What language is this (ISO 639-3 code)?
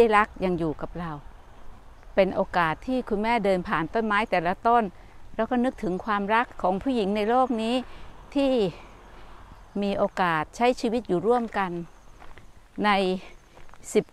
tha